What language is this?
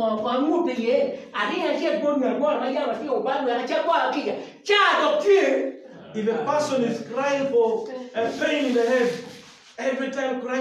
Acoli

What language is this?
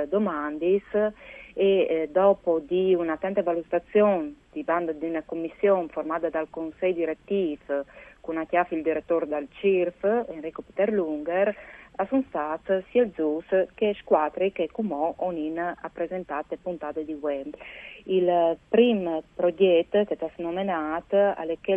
Friulian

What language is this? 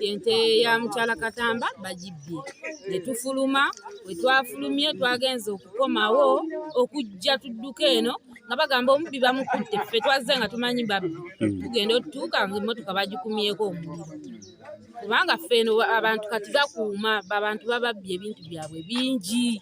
Ganda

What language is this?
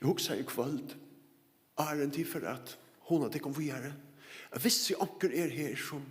Faroese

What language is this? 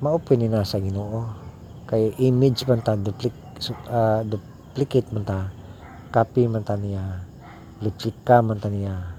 Cebuano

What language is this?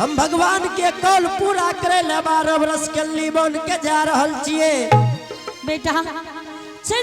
Angika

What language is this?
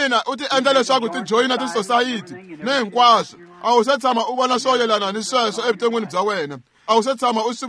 Tsonga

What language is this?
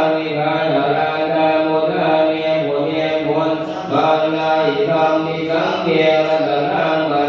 Pali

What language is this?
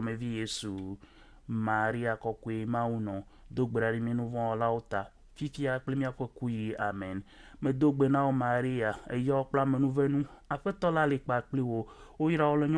Ewe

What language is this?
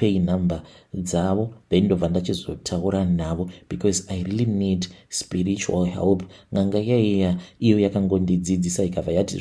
Shona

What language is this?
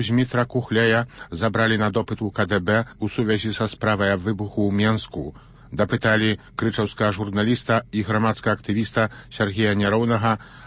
Belarusian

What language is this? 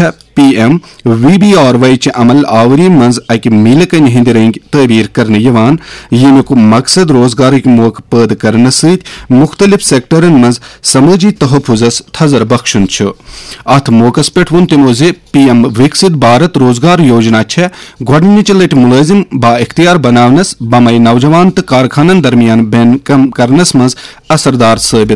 Kashmiri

